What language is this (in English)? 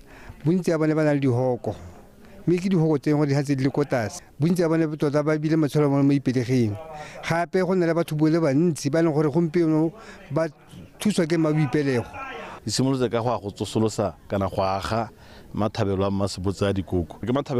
Tswana